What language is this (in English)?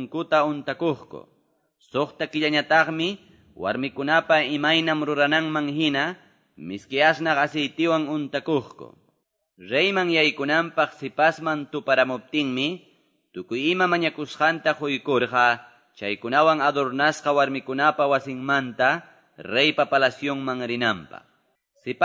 Quechua